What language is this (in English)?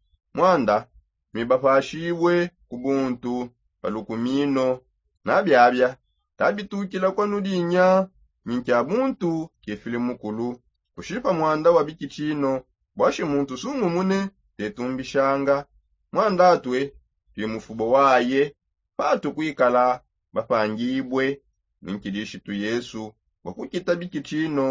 Songe